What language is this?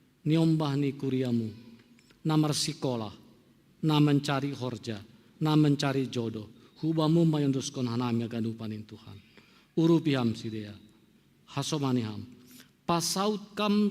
Batak Simalungun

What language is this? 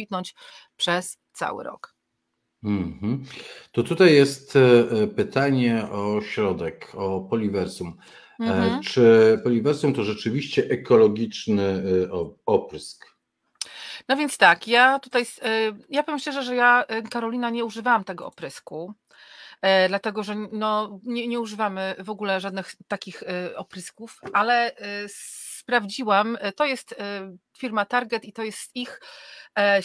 Polish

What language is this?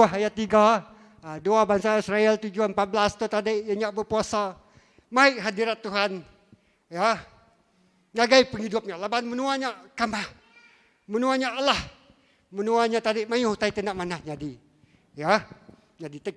Iban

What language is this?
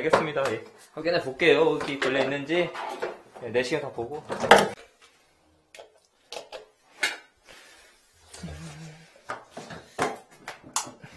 Korean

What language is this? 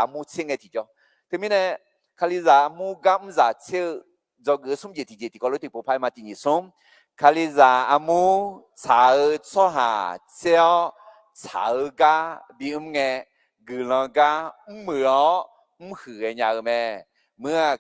Akha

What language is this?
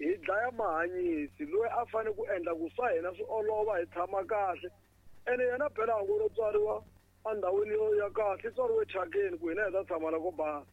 Tsonga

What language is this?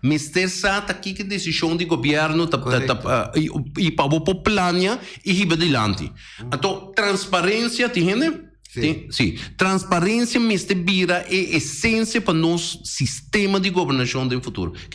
Papiamento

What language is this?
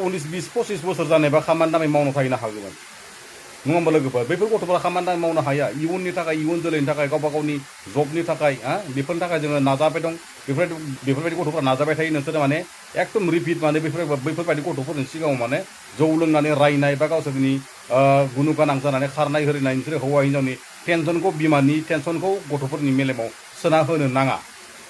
Bodo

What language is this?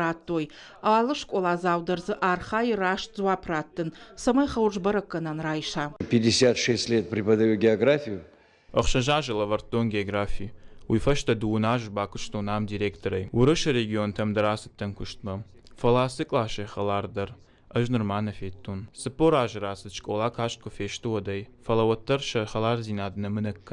Ossetic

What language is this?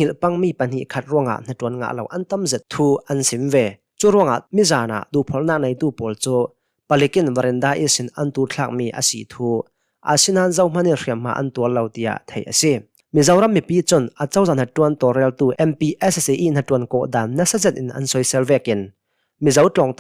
Hakha Chin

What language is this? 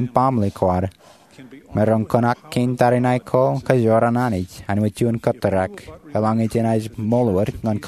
Marshallese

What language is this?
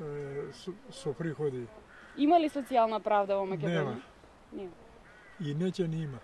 Macedonian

